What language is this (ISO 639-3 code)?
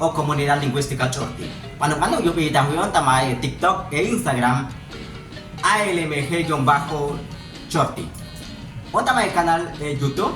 caa